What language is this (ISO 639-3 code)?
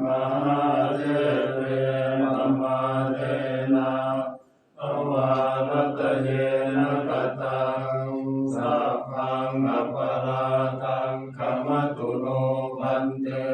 pli